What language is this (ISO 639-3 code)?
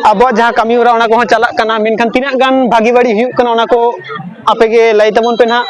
sat